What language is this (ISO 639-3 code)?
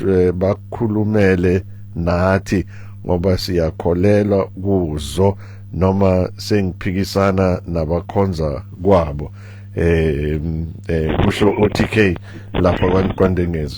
zul